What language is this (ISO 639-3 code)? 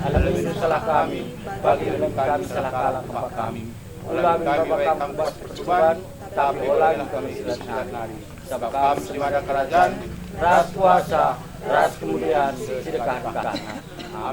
btx